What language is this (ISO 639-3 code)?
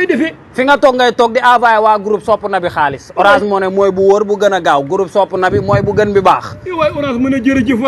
wol